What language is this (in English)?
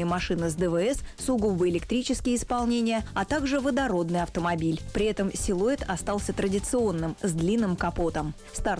Russian